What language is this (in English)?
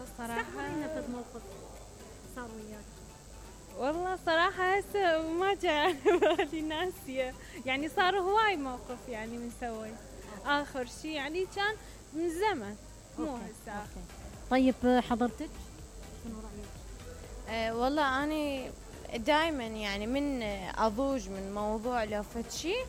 Mesopotamian Arabic